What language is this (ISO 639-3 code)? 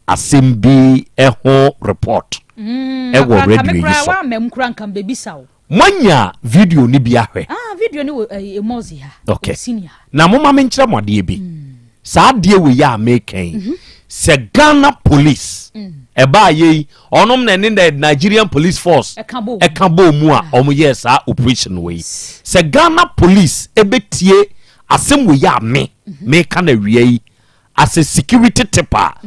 aka